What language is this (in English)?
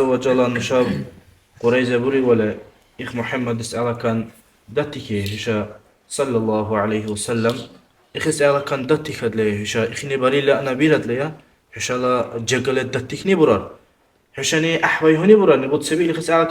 Dargwa